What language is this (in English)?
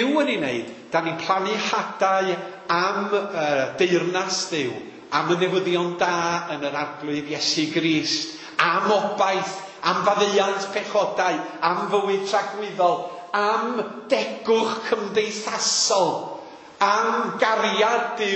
Welsh